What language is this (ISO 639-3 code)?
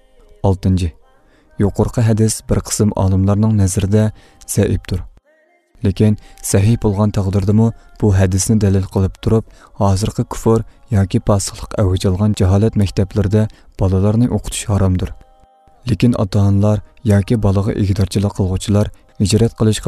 uig